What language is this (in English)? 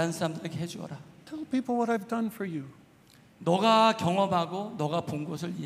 Korean